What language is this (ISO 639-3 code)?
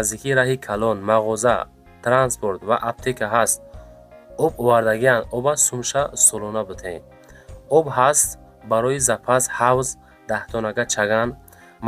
tgk